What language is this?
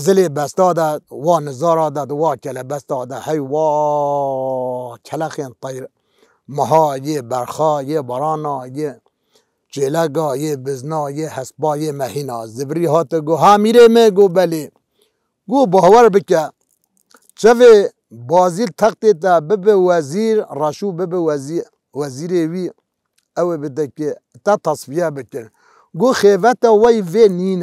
Kurdish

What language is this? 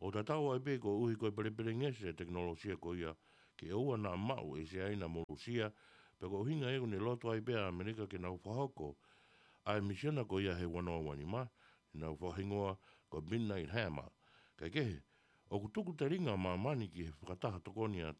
Tongan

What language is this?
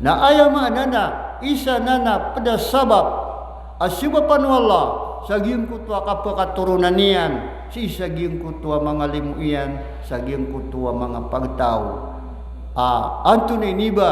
Maranao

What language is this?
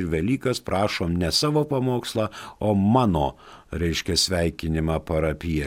Lithuanian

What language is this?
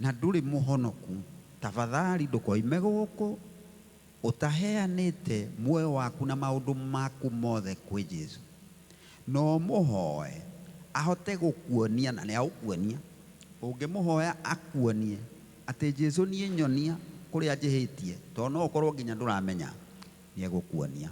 Kikuyu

